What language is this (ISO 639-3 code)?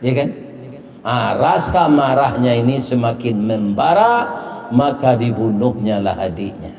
min